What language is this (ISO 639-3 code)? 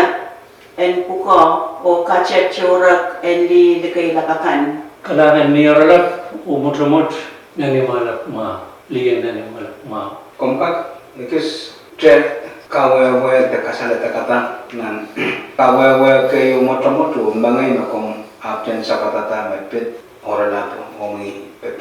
pon